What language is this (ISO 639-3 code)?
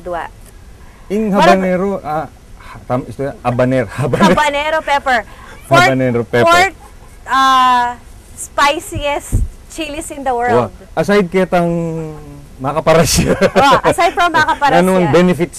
pam